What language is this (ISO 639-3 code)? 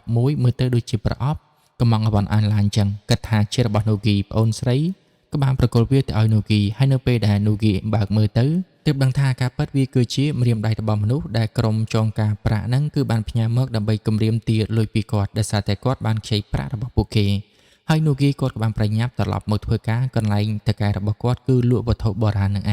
khm